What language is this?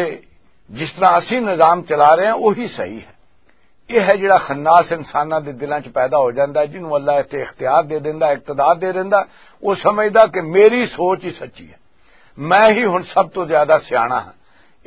Western Panjabi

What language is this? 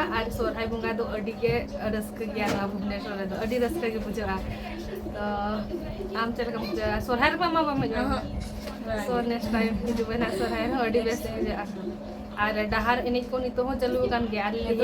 Santali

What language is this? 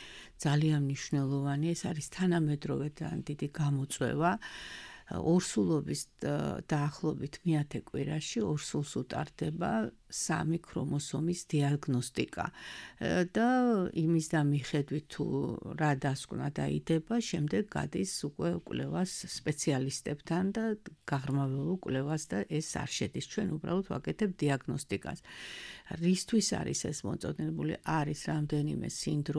Georgian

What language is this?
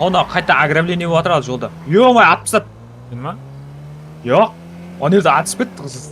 Kara-Kalpak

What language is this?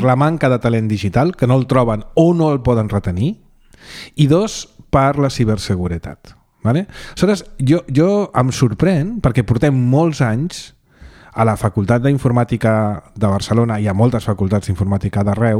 Catalan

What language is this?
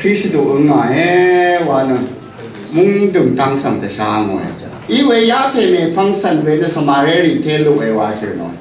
Rawang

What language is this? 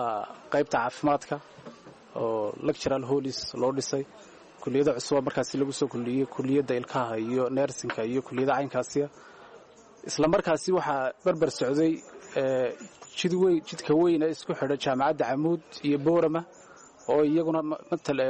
Somali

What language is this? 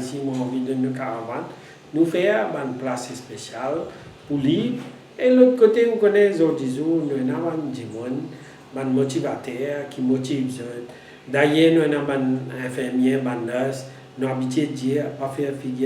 Morisyen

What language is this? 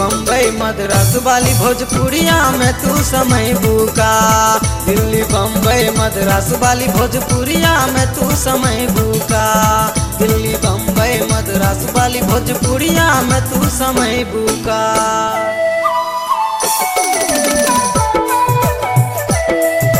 Bhojpuri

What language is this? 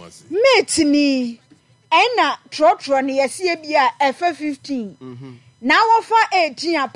Akan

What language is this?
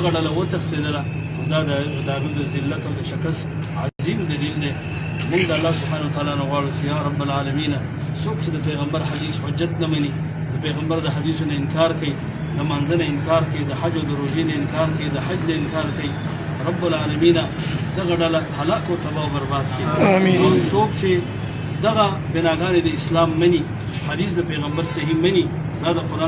Pashto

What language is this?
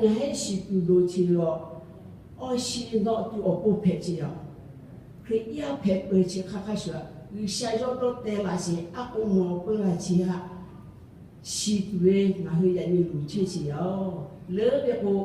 Lahu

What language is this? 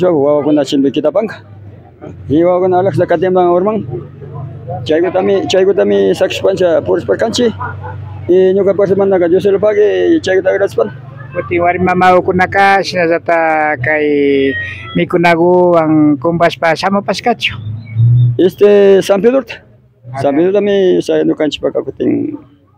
Imbabura Highland Quichua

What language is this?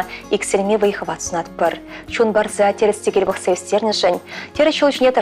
Chuvash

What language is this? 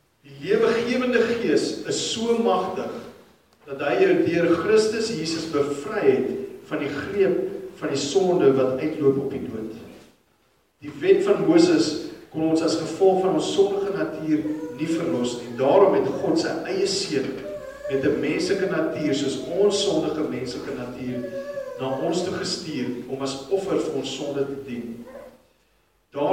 Afrikaans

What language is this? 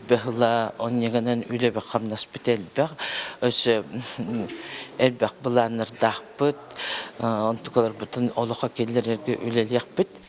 Yakut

